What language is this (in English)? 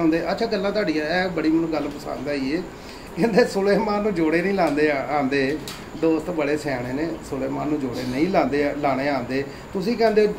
Punjabi